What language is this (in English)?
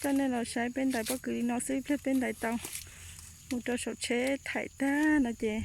Hmong